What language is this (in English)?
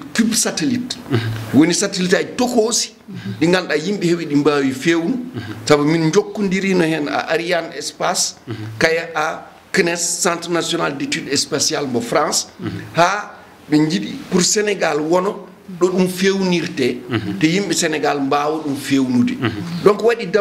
Fula